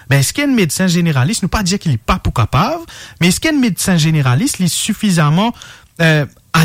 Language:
Morisyen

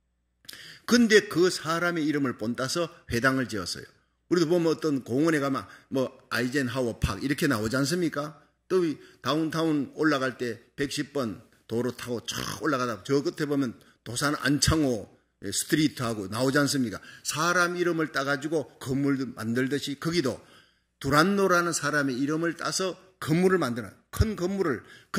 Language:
Korean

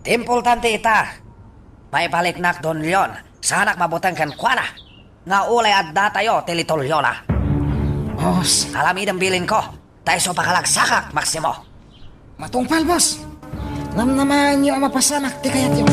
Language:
Iloko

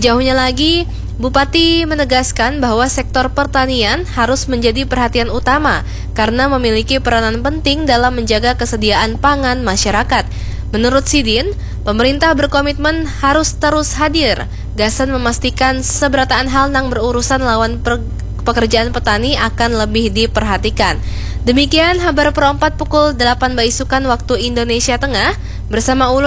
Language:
Banjar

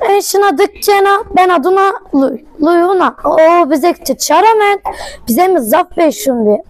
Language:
Zaza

